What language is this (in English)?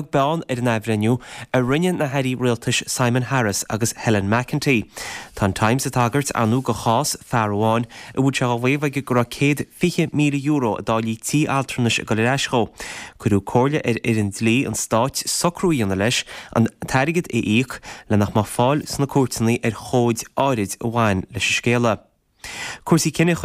Irish